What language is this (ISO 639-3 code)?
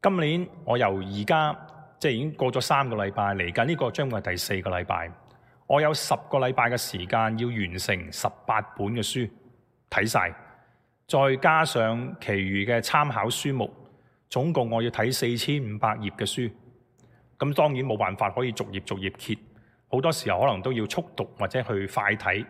yue